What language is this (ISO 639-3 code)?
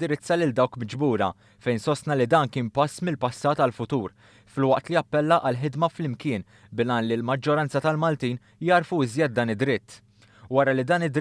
mlt